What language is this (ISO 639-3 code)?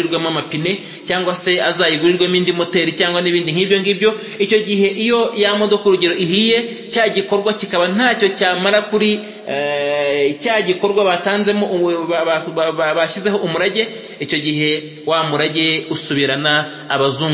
kin